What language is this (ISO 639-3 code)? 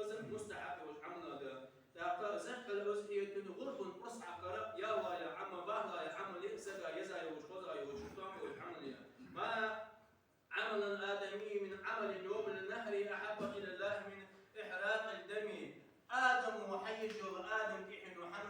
inh